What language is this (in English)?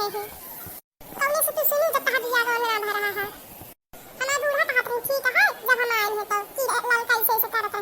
Awadhi